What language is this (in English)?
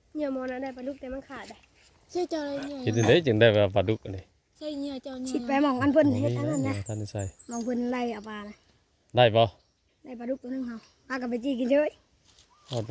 Northeastern Thai